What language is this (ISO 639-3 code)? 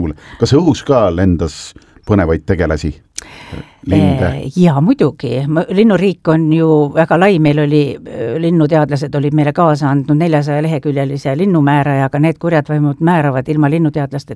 est